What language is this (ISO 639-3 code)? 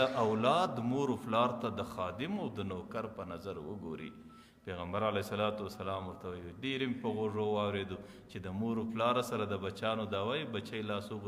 pus